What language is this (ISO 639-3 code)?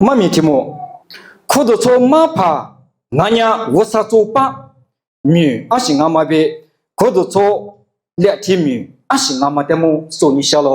lis